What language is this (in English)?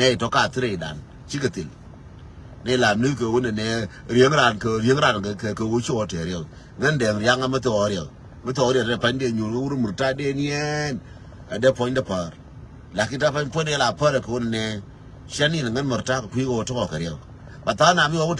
Nuer